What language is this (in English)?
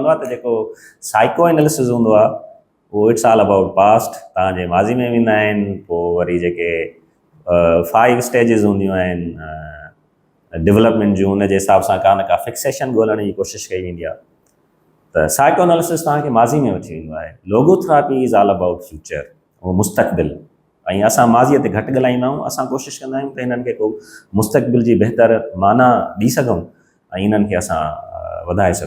Sindhi